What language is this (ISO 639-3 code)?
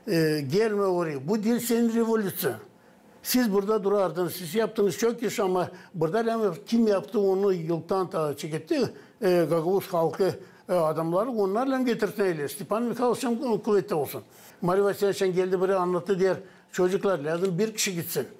gag